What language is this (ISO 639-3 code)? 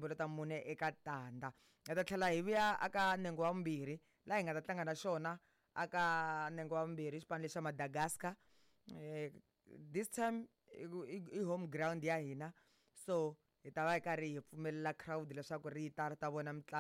tso